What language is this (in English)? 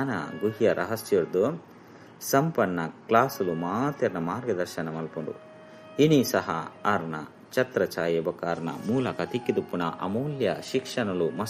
Tulu